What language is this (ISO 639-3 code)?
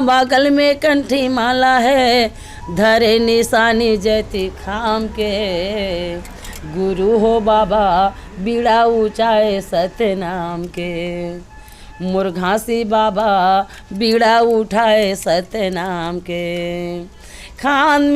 hne